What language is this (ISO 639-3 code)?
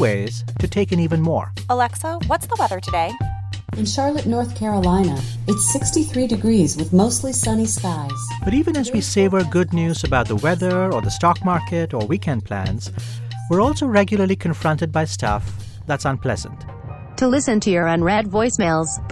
eng